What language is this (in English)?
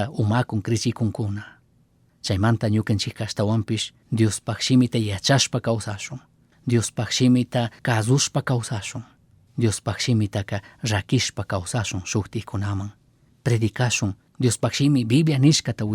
Chimborazo Highland Quichua